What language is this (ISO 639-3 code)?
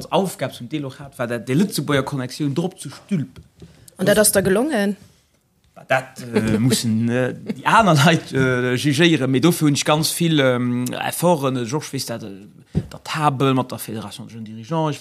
ltz